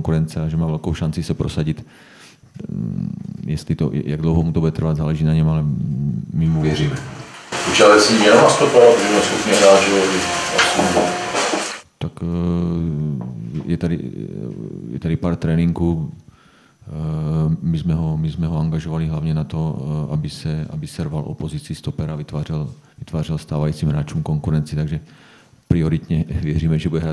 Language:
Czech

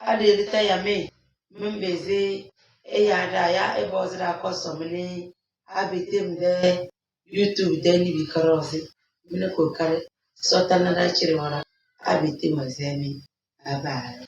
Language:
Tem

